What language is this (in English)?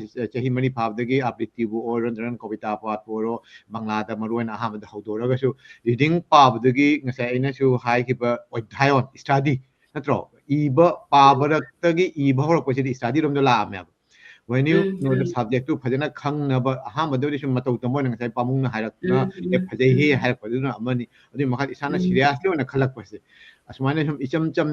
Manipuri